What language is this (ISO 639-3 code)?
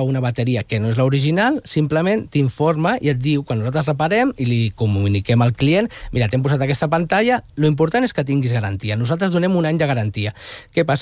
cat